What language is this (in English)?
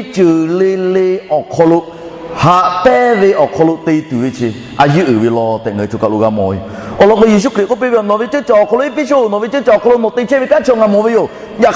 Lahu